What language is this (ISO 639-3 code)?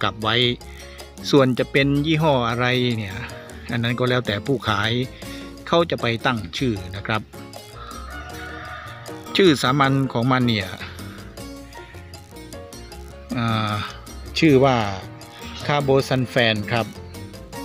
tha